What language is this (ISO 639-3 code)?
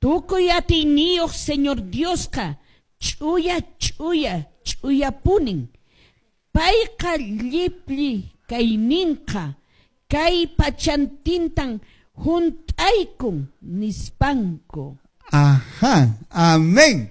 que